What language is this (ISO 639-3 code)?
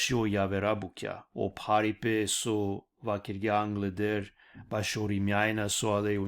rmn